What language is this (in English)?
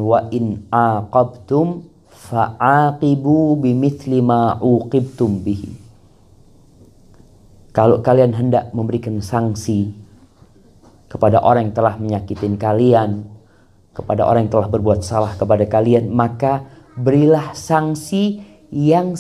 Indonesian